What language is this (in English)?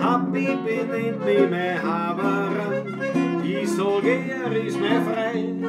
Bavarian